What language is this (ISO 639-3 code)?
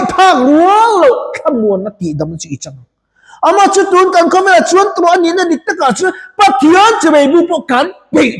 lus